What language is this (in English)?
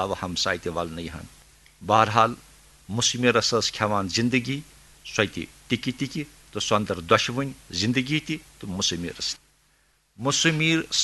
Kashmiri